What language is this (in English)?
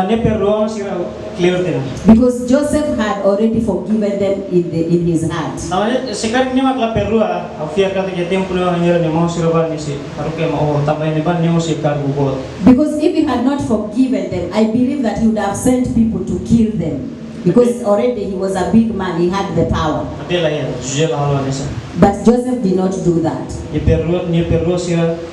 Tetum